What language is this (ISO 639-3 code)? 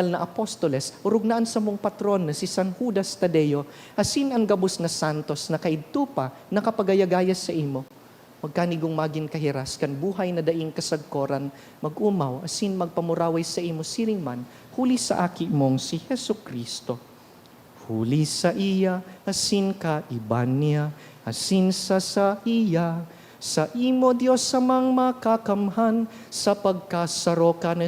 bik